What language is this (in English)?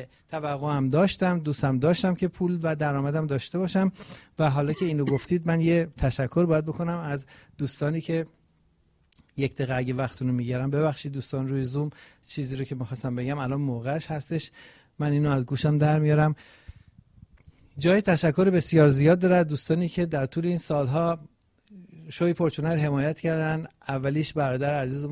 Persian